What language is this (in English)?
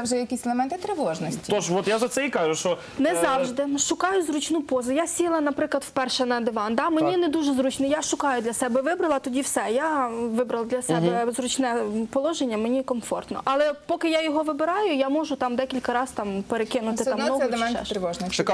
Ukrainian